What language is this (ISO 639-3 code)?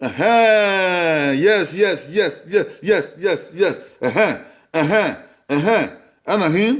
bin